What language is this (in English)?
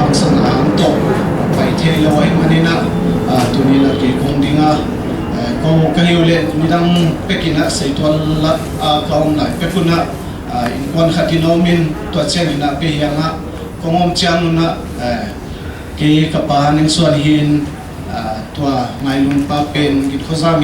Paite Chin